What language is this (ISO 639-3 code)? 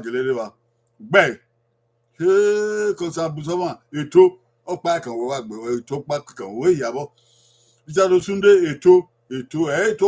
bin